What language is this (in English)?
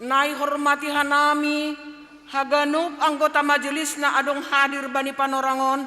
Batak Simalungun